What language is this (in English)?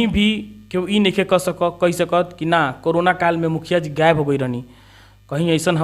Bhojpuri